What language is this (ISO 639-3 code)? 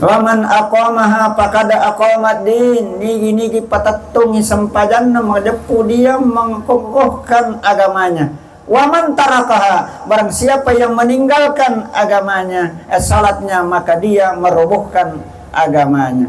bug